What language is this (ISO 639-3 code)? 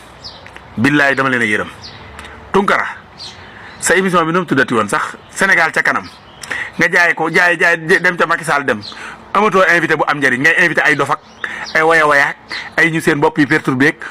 wol